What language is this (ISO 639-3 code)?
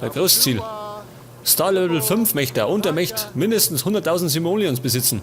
bar